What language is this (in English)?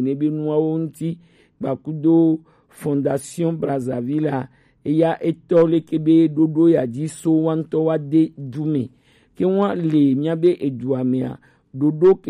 Gen